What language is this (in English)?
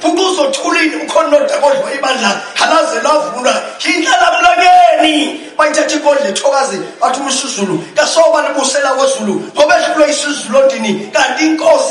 Zulu